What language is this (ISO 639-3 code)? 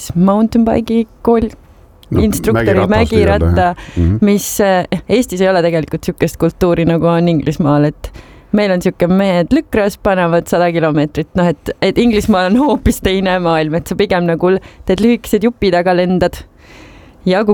est